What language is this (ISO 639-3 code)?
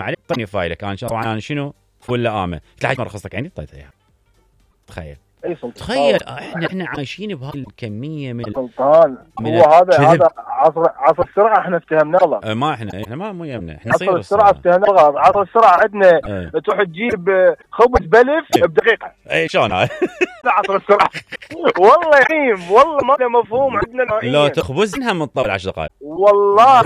acm